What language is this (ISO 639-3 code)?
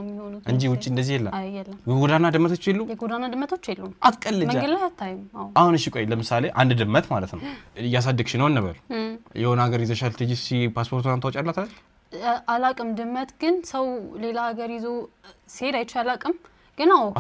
amh